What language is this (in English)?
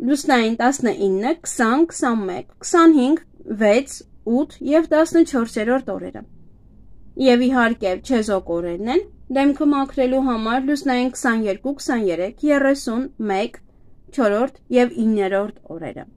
Armenian